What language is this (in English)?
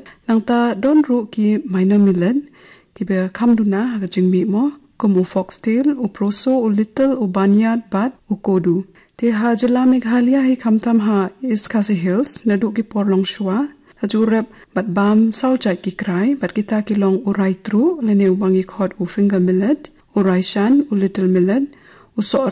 Khasi